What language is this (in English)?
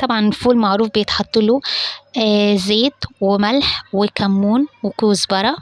Egyptian Arabic